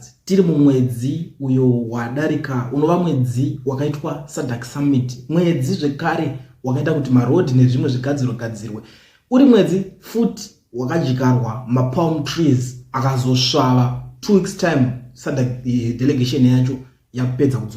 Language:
Shona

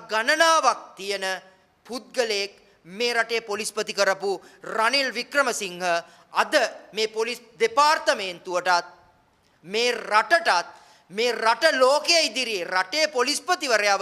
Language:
Sinhala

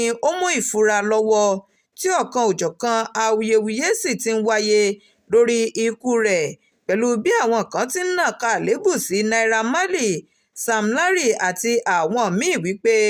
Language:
Yoruba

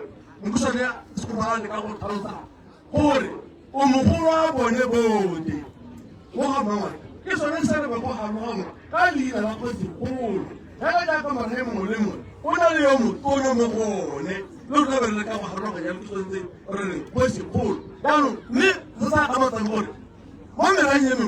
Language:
Tswana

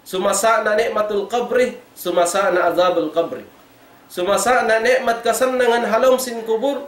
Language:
Tausug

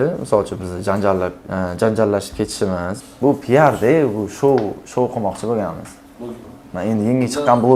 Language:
Uzbek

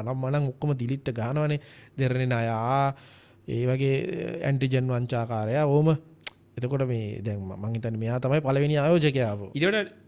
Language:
Sinhala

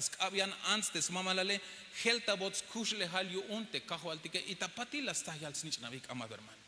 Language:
Tzeltal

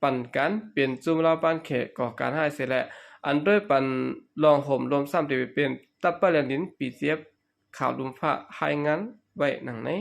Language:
Shan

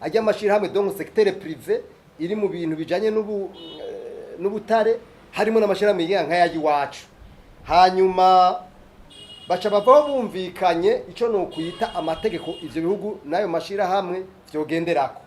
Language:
Rundi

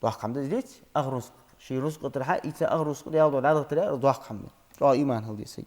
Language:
Ingush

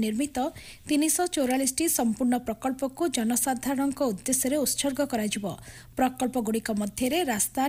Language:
Odia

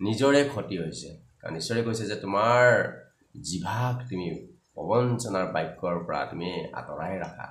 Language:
Assamese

